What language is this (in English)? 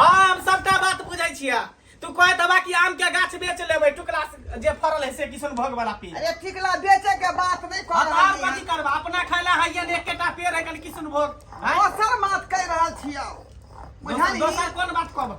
Maithili